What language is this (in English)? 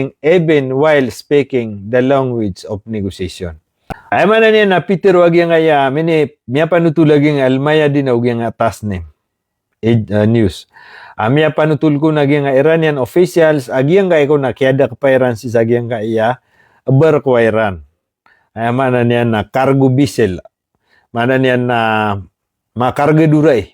Maranao